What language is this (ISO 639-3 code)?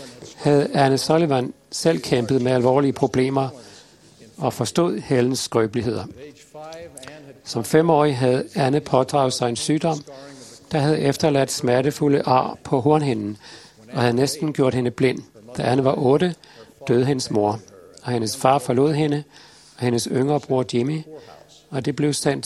dan